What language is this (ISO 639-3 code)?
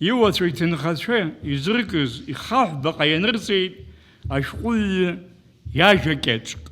abk